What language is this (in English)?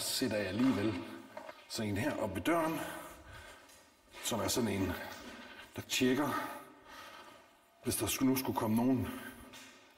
Danish